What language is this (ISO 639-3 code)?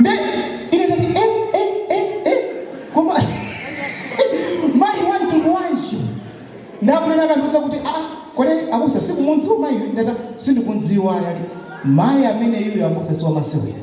nya